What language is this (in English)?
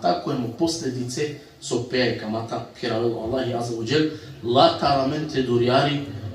Balkan Romani